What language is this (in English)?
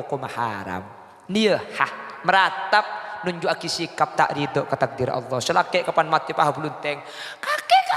Madurese